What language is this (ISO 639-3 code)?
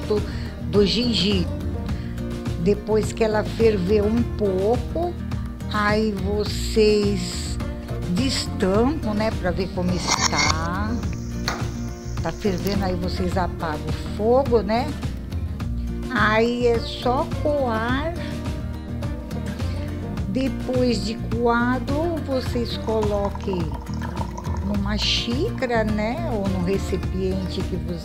por